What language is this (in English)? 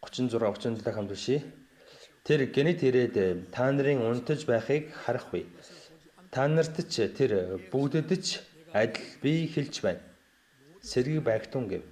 Mongolian